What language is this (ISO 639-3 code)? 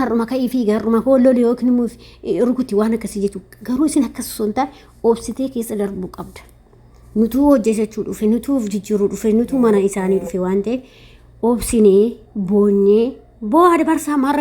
orm